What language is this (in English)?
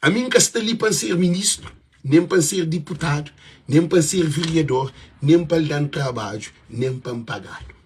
Kabuverdianu